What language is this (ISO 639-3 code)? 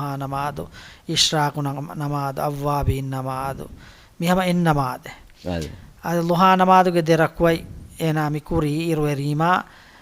div